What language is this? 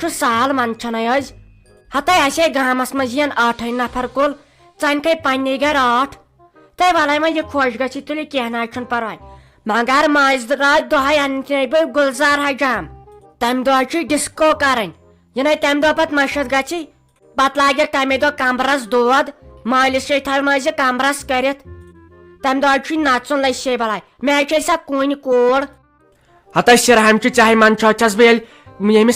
Kashmiri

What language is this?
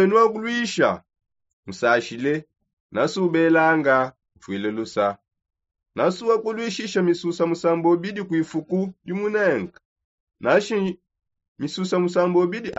Songe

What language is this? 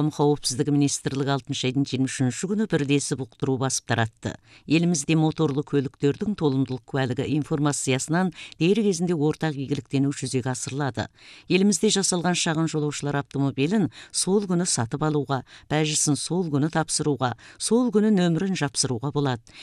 Kazakh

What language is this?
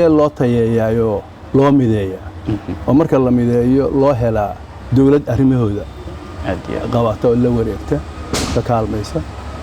Somali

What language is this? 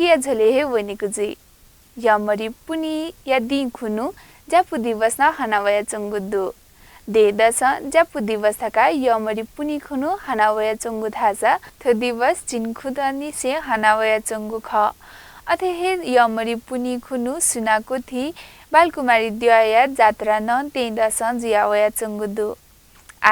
Newari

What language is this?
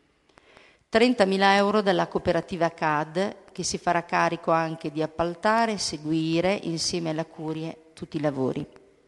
Italian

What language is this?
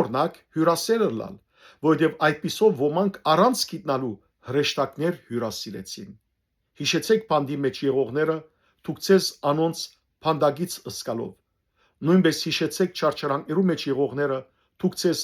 Western Armenian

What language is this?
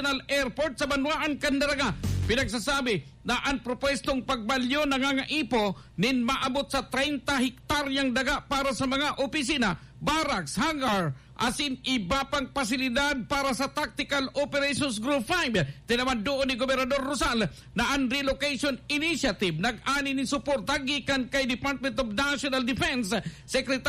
Bikol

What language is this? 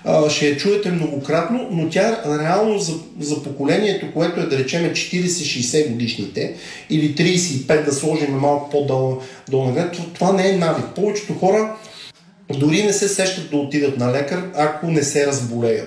Bulgarian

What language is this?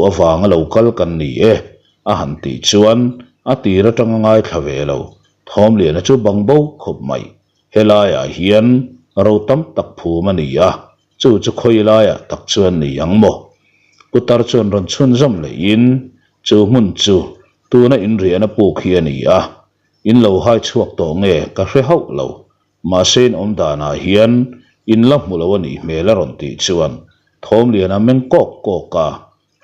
Mizo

